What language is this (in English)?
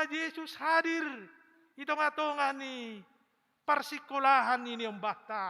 Batak Simalungun